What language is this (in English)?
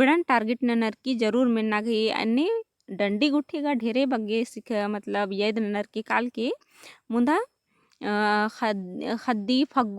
Kurukh